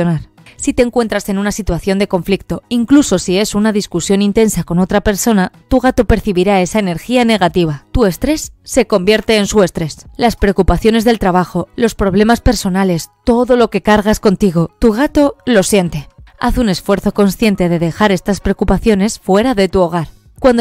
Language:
Spanish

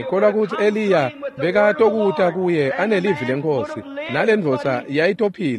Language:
Swati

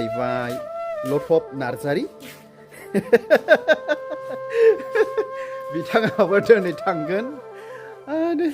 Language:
Bodo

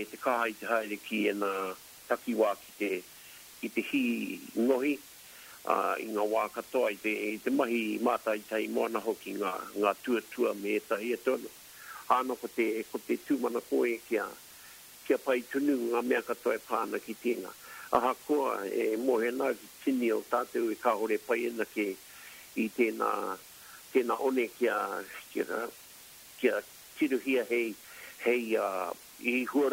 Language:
Māori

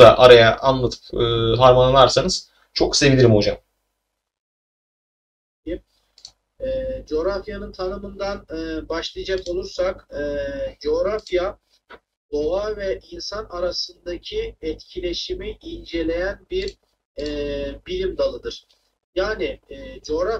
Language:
Turkish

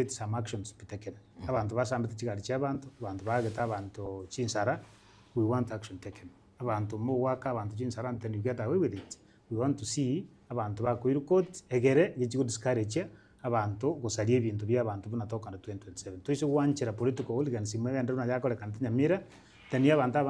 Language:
Gusii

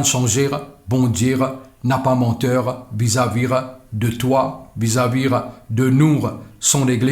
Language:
Morisyen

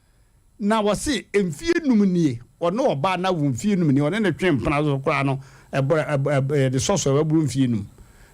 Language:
Akan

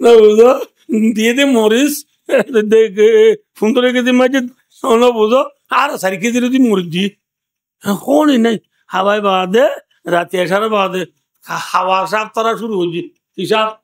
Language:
Rohingya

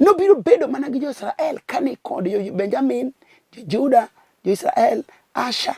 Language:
Luo (Kenya and Tanzania)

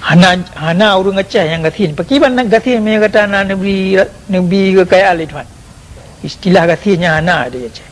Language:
Achinese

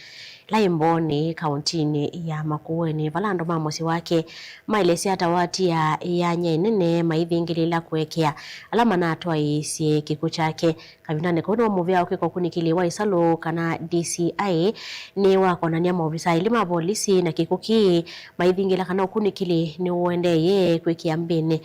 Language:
Kamba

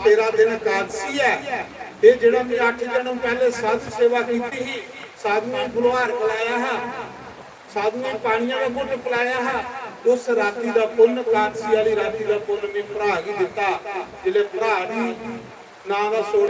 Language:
Dogri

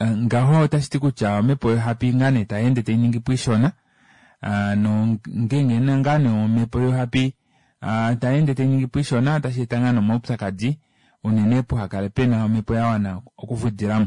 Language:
Kuanyama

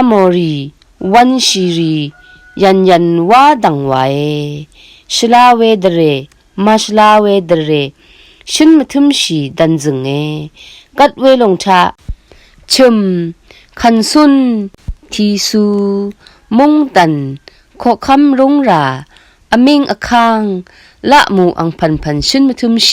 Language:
Rawang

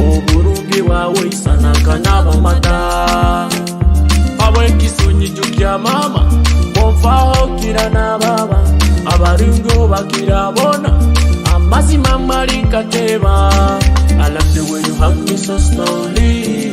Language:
Nyoro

